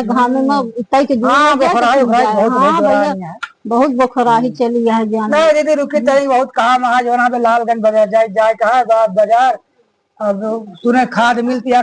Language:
Awadhi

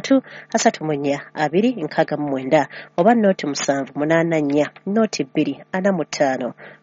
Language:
Ganda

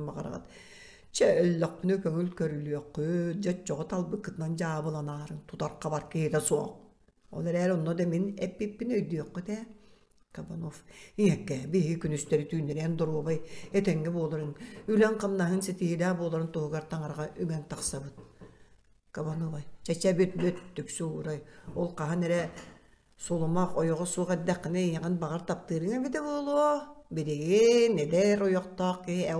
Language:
Yakut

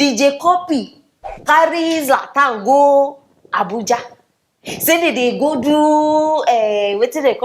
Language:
Nigerian Pidgin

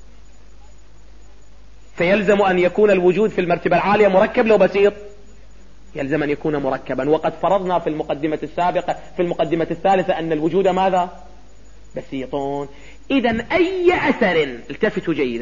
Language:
Arabic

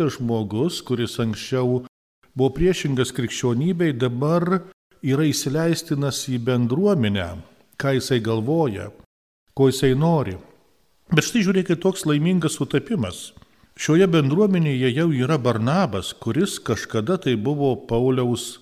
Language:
Lithuanian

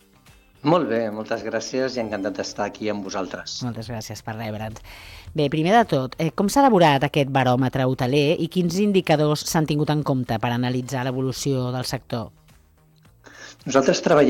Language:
Catalan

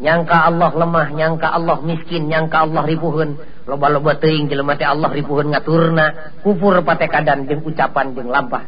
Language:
Sundanese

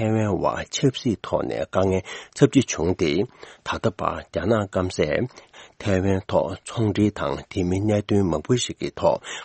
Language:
Tibetan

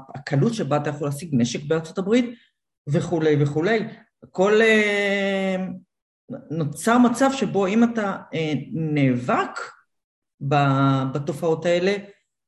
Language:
Hebrew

